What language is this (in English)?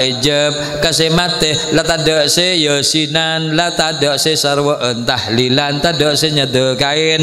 Madurese